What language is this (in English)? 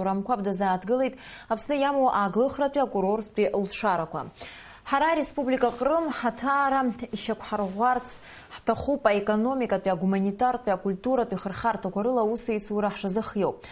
Abkhazian